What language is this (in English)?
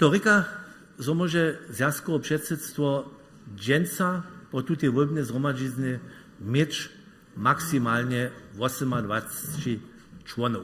Upper Sorbian